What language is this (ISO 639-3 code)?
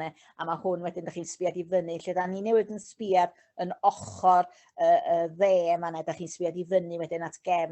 cym